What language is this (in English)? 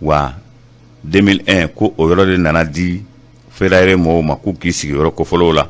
Bambara